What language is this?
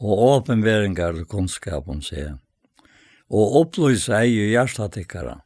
Faroese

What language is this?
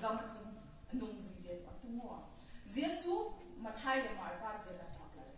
Vaiphei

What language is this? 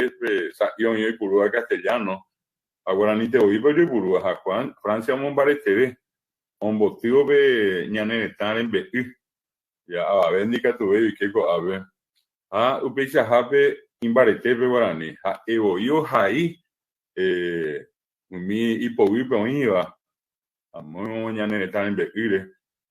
Guarani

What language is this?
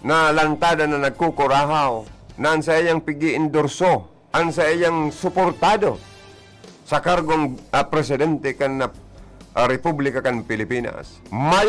Bikol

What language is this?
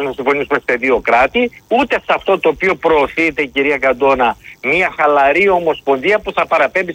Greek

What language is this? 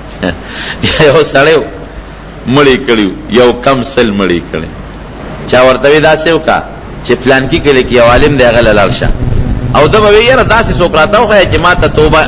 Pashto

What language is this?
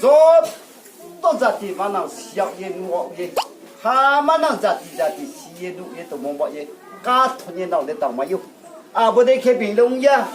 Riang (India)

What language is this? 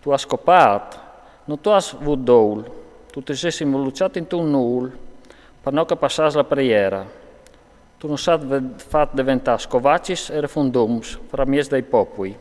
Friulian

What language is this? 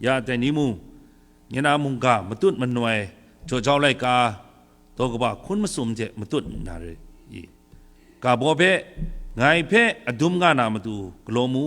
Kachin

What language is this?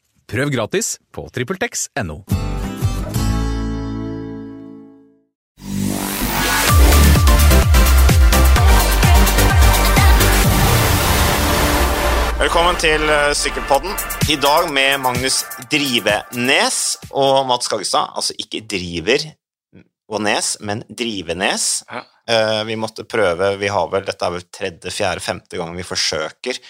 Norwegian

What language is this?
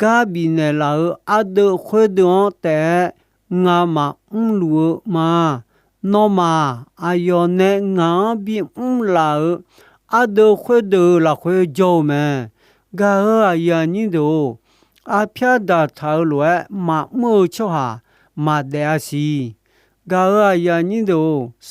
Akha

